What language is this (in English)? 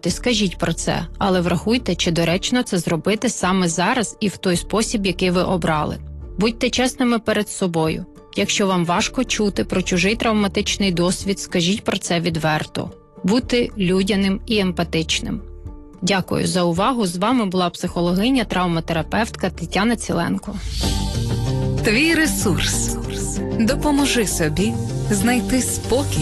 Ukrainian